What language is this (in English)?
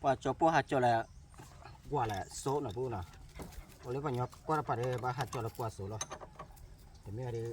S'gaw Karen